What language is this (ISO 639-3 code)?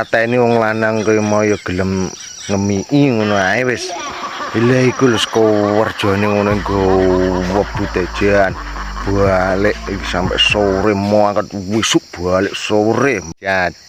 jav